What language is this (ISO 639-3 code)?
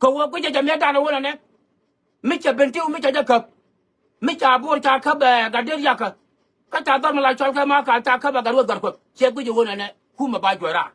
nus